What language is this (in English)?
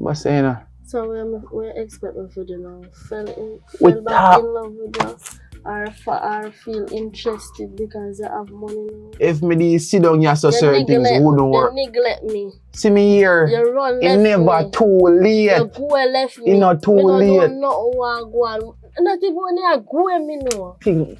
Jamaican Creole English